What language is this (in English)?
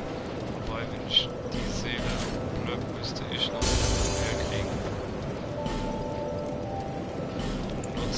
German